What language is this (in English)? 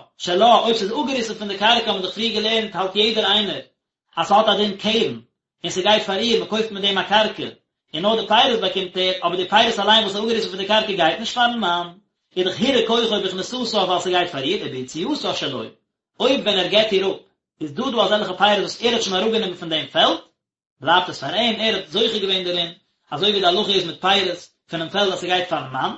Yiddish